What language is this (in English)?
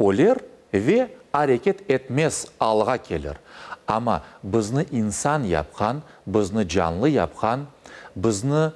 Crimean Tatar